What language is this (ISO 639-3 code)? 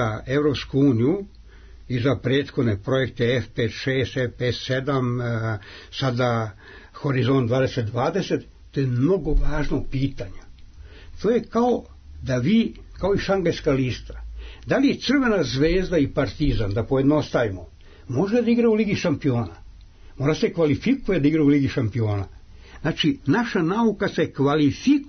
srp